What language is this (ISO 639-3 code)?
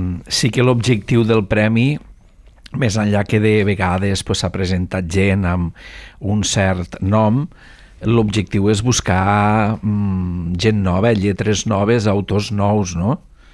cat